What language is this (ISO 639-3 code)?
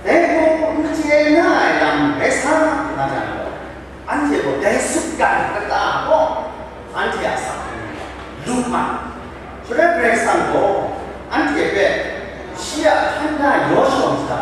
kac